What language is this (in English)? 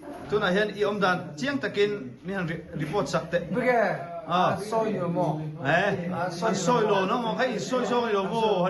Mizo